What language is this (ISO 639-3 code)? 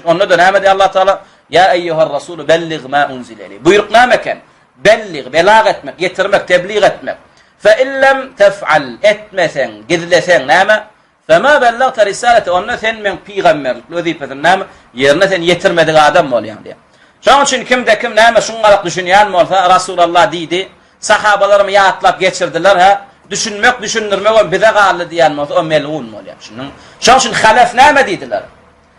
tuk